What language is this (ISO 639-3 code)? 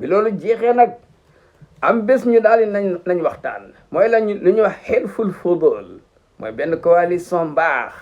wol